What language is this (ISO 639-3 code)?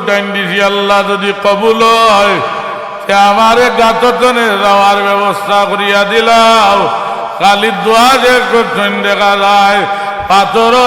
syl